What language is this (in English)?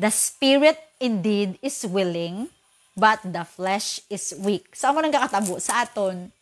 Hiligaynon